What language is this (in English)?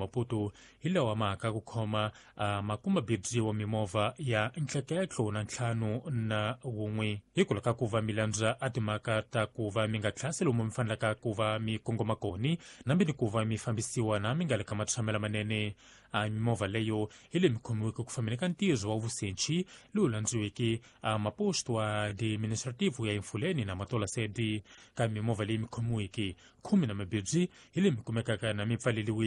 Tsonga